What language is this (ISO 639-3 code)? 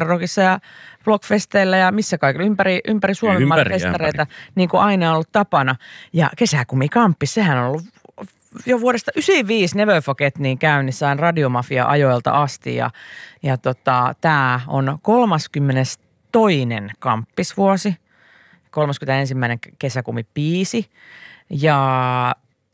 fin